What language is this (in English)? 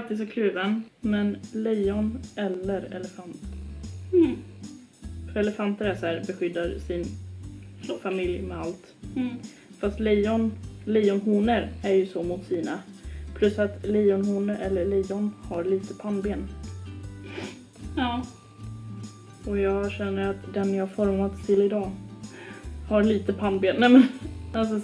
Swedish